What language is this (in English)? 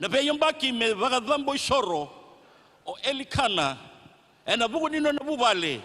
Fijian